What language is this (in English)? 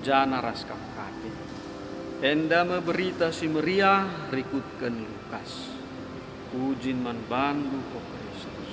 Batak Karo